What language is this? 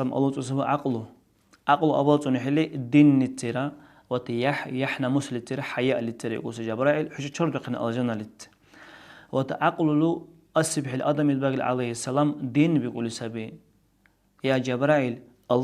Dargwa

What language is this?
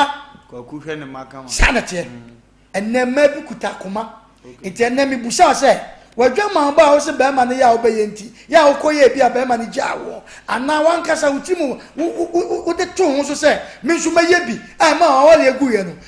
Akan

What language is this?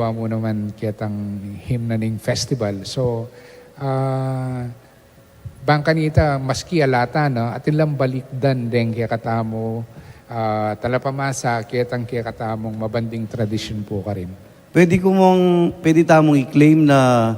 Pampanga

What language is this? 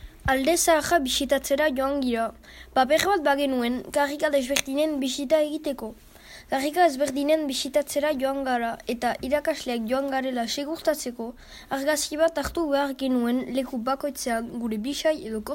Basque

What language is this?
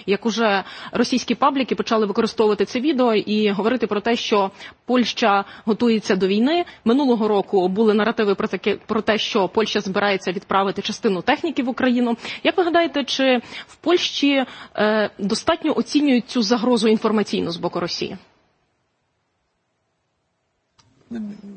Ukrainian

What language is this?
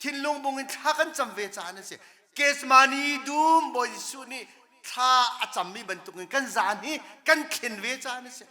Hakha Chin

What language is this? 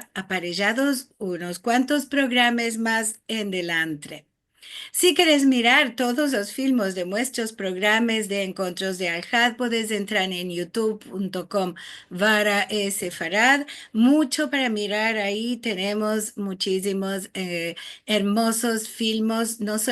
Ladino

